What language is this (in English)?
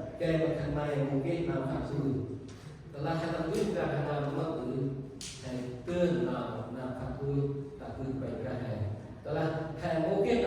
Central Mnong